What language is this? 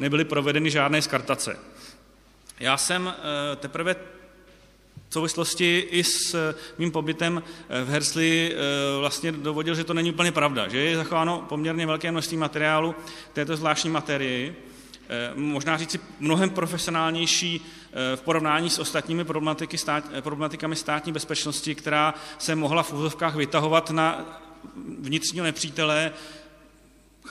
Czech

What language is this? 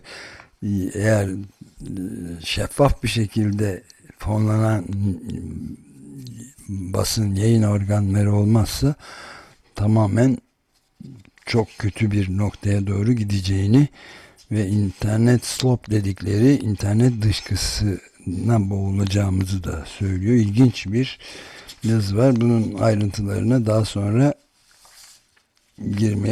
Turkish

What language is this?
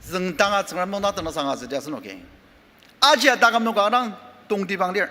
Ao Naga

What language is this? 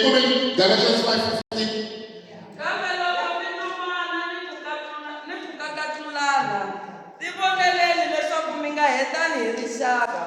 Tsonga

